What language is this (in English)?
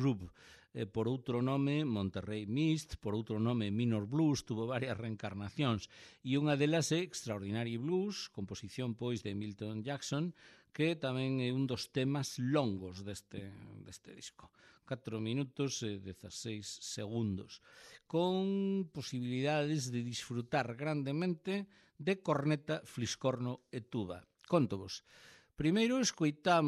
Galician